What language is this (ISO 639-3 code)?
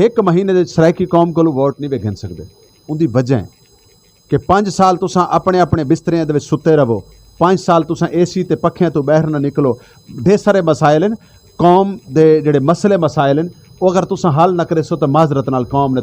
skr